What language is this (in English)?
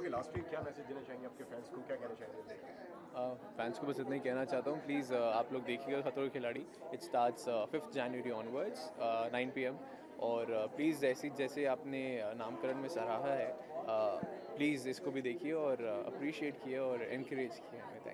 Hindi